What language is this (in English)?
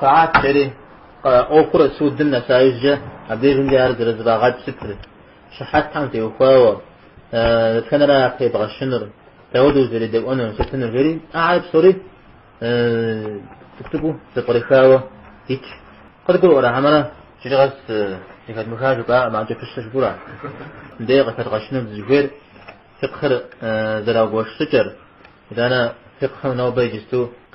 Kabardian